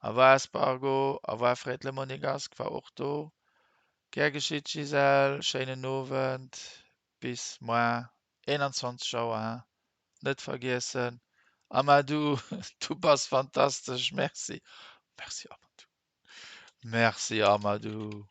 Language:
Luxembourgish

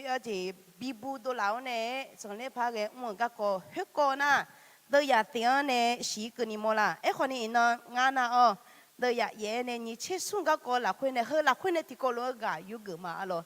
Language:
Akha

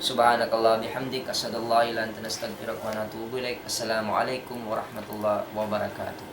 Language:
Tausug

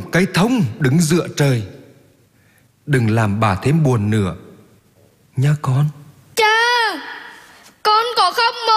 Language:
Vietnamese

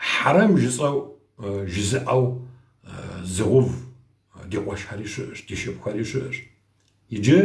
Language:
Kabardian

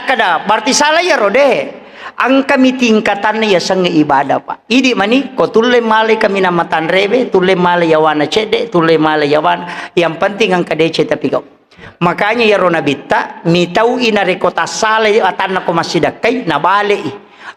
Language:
Buginese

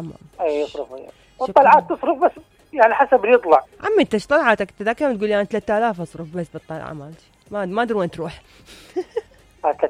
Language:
Mesopotamian Arabic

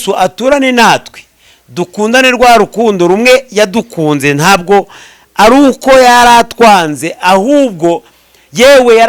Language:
Kinyarwanda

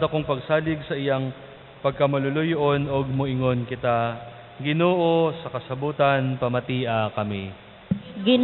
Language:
Cebuano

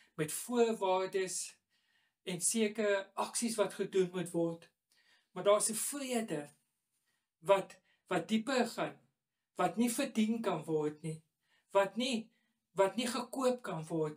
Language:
Afrikaans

